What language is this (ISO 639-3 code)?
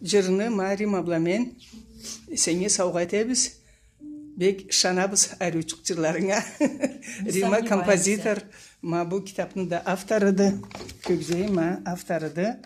krc